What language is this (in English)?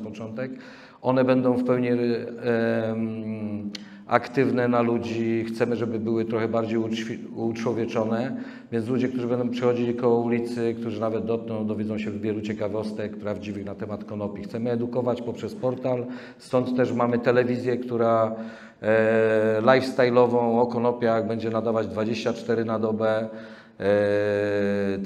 Polish